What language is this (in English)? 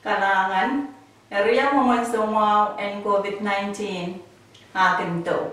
Pohnpeian